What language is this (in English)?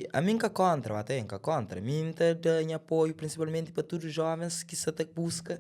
Kabuverdianu